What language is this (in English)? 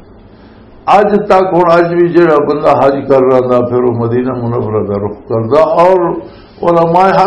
Western Panjabi